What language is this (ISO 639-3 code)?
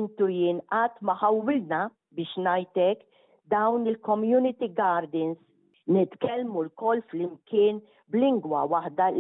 mlt